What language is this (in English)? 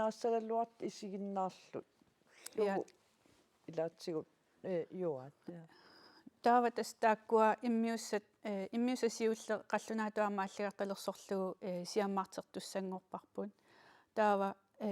Kalaallisut